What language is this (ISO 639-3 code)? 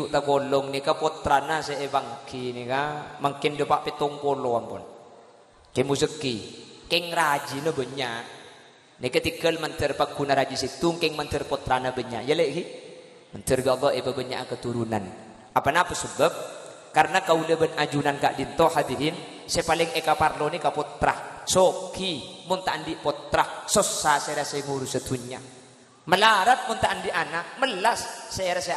mad